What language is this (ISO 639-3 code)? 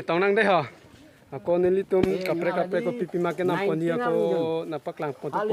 mjw